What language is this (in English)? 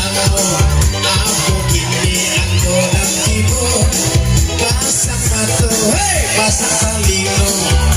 Minangkabau